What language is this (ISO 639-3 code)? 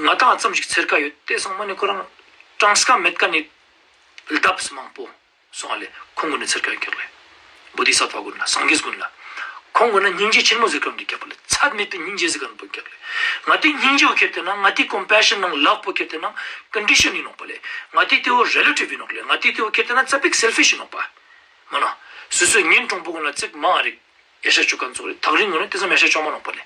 lbj